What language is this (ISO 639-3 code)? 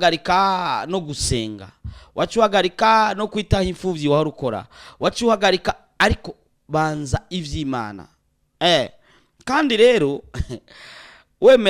run